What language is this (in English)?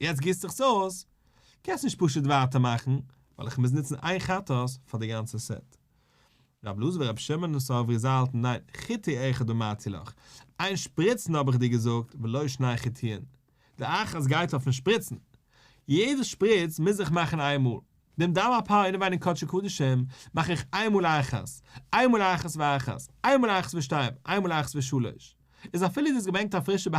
Yiddish